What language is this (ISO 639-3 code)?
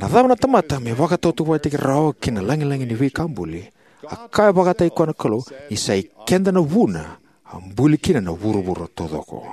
fij